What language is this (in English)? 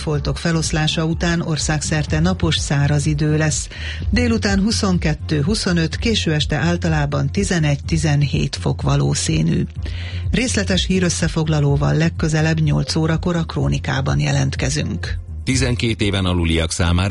Hungarian